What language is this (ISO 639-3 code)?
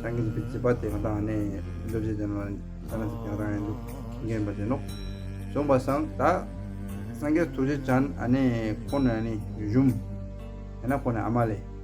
bod